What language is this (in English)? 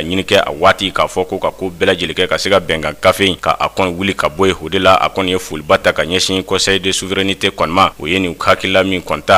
Bambara